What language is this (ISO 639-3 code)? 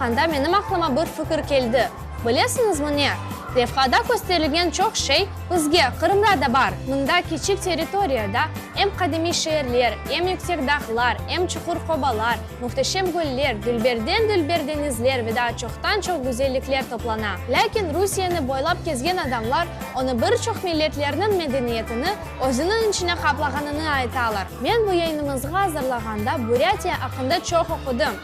crh